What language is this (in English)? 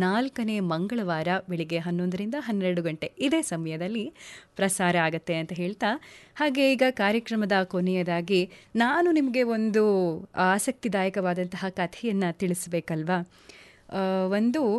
Kannada